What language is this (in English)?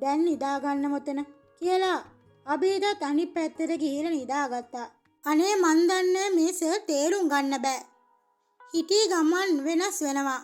Sinhala